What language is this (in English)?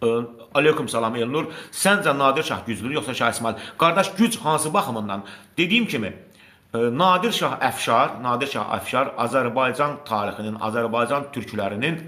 Azerbaijani